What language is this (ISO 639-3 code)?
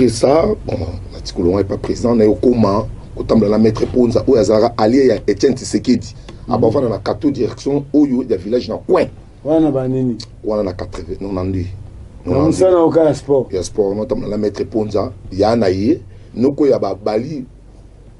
lin